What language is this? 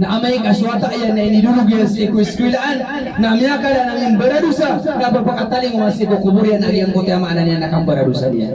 Maranao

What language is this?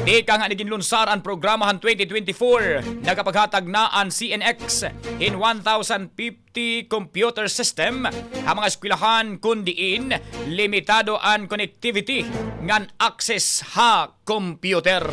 Waray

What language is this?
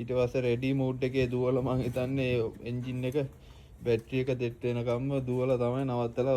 Sinhala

